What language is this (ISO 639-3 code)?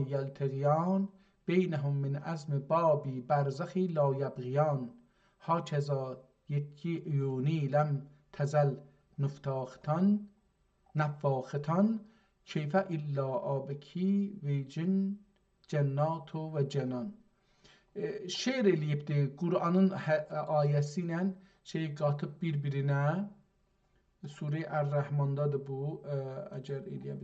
azb